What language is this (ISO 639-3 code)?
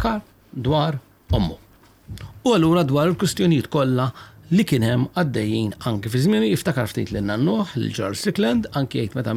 mlt